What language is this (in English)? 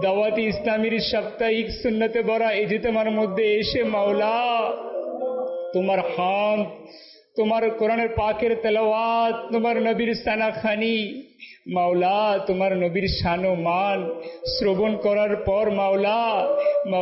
Bangla